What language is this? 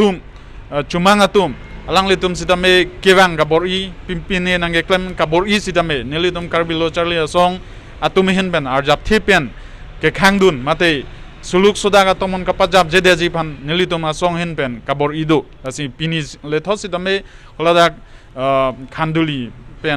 Karbi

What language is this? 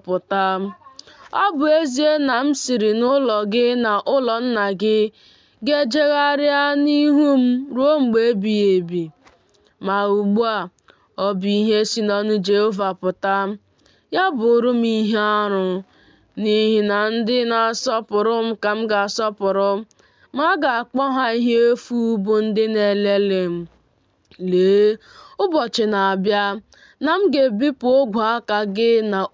Igbo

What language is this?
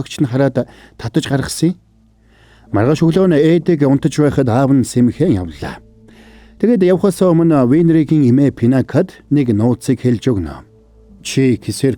Mongolian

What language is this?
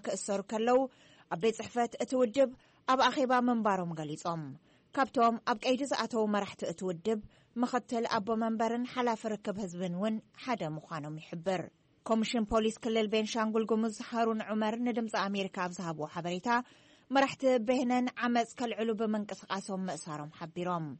Tigrinya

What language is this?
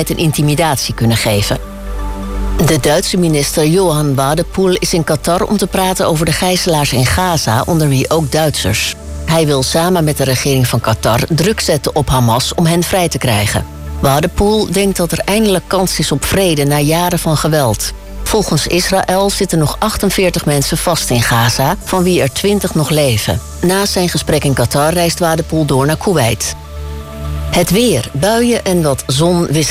Dutch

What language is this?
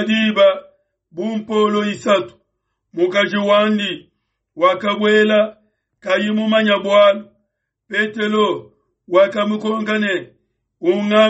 Luba-Lulua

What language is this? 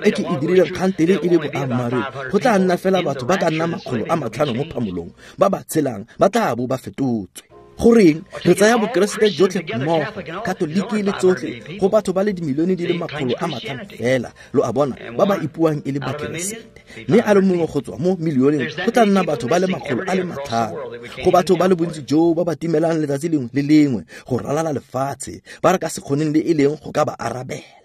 Tswana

